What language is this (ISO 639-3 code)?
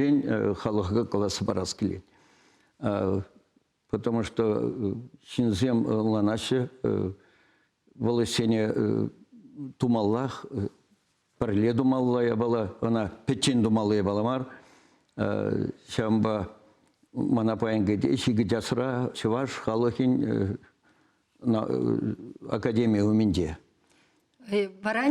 chv